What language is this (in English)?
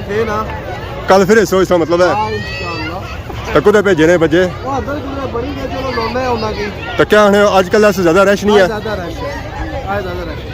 Pahari-Potwari